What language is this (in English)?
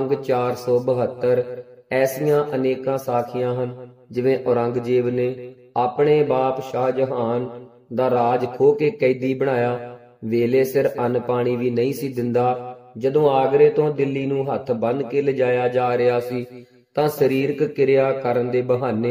Punjabi